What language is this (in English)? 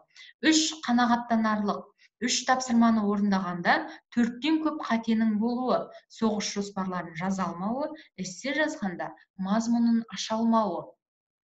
Kazakh